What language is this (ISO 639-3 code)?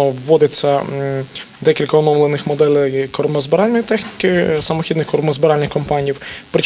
ukr